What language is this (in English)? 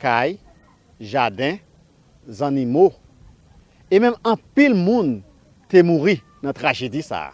Haitian Creole